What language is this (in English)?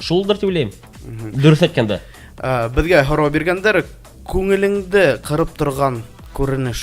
Bashkir